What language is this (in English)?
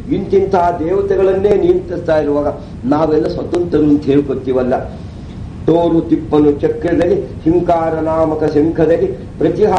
Kannada